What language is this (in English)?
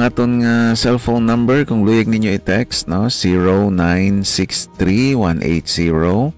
Hiligaynon